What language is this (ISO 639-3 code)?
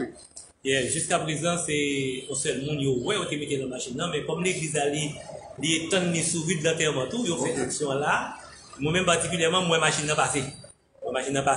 hat